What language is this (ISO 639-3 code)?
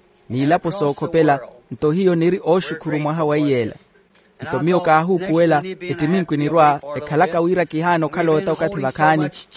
vmw